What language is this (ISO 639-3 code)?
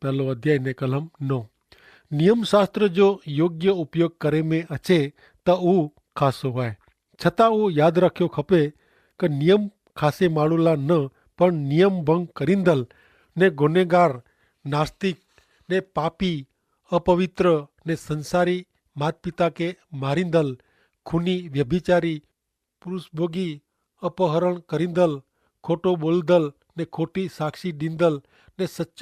kfr